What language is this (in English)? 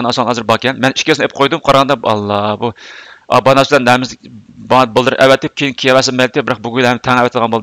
Uyghur